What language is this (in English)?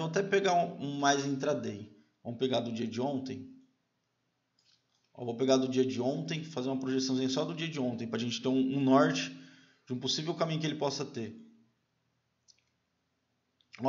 Portuguese